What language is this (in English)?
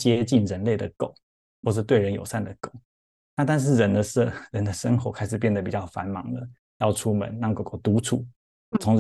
Chinese